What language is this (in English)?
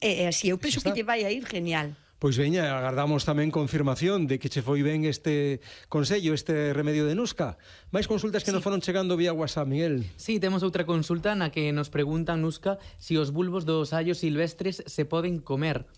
Galician